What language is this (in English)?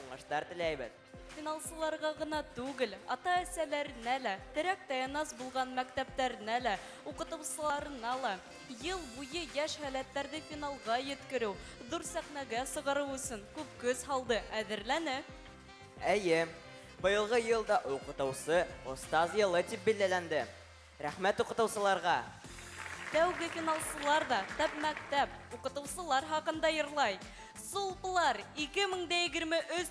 Bashkir